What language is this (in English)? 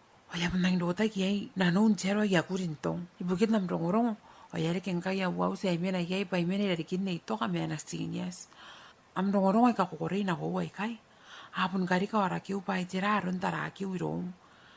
Gilbertese